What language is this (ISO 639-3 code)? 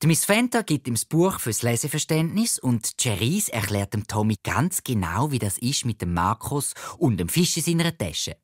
gsw